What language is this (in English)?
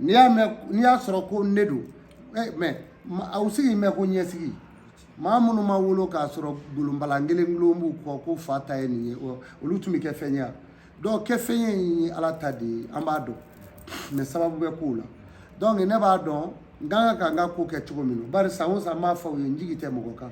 Bambara